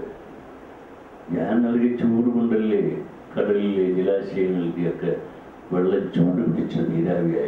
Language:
Malayalam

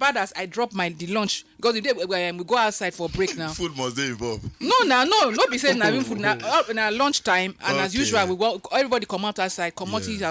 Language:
Nigerian Pidgin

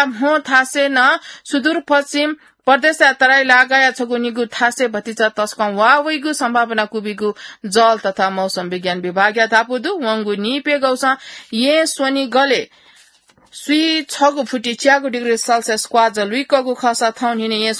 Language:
Newari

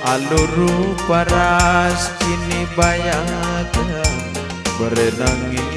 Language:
Batak Karo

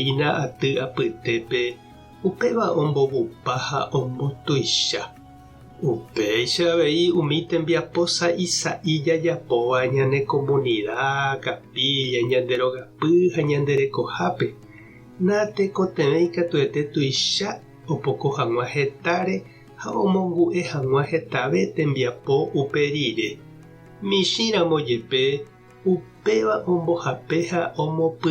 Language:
Guarani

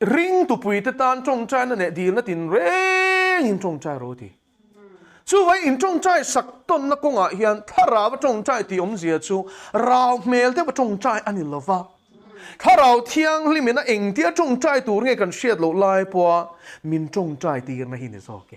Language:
Mizo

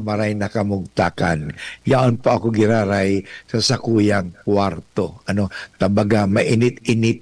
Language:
Bikol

